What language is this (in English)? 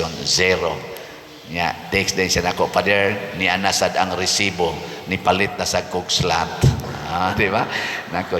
Cebuano